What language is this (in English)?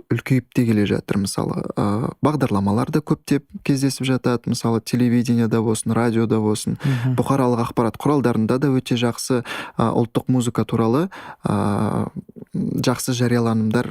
Kazakh